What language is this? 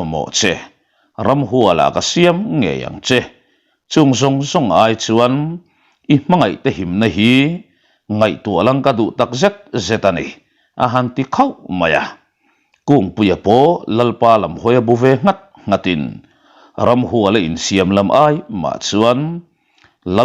Mizo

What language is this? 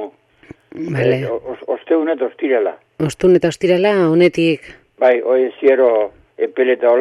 Basque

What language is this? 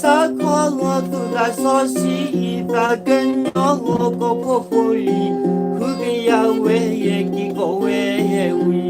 S'gaw Karen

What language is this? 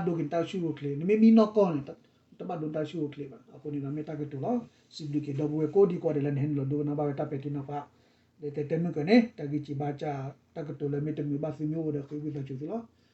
S'gaw Karen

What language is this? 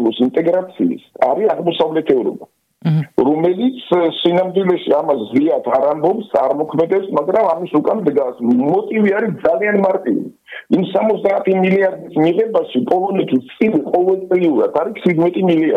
Georgian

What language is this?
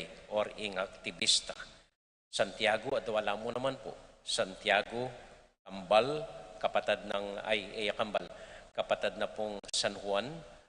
Pampanga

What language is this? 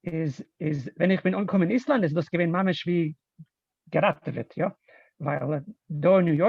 Yiddish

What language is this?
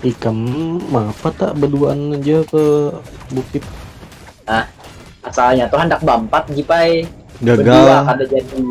Banjar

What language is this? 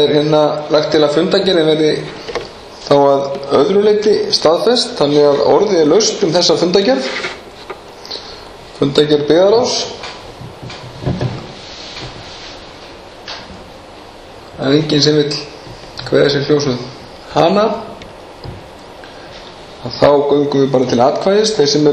Icelandic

